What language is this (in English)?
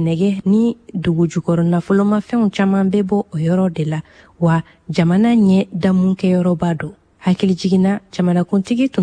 Bambara